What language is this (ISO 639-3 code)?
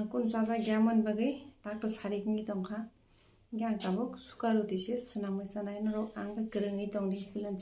trp